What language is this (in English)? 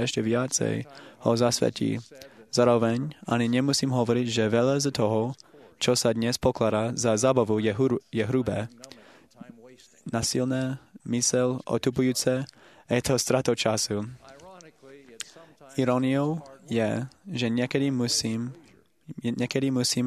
Slovak